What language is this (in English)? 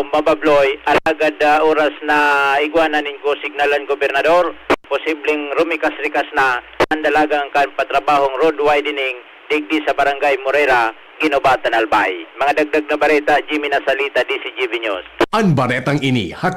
Bikol